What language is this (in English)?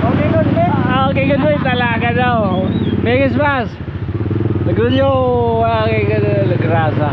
Waray